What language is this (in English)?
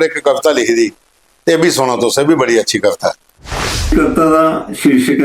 Dogri